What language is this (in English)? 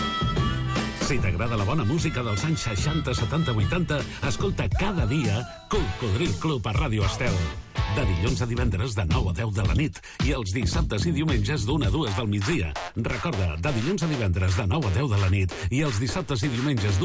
Catalan